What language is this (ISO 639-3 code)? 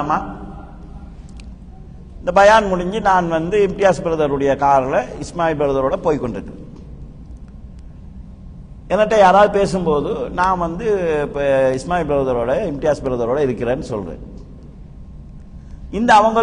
tam